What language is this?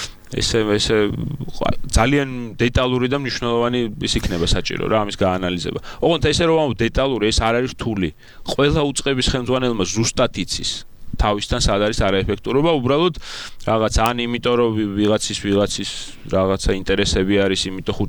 Georgian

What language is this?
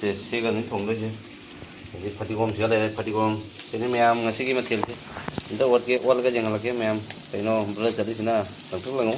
Manipuri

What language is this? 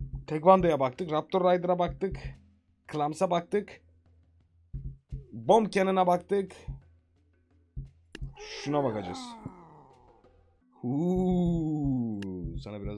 Turkish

